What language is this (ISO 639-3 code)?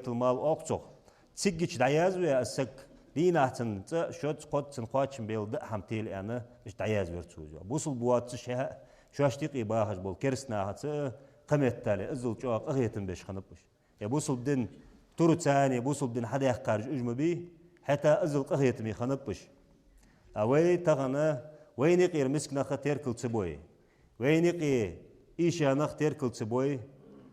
inh